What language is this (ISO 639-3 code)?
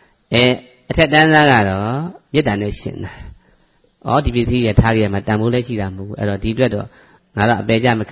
mya